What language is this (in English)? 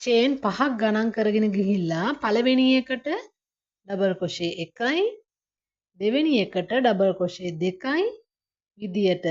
Sinhala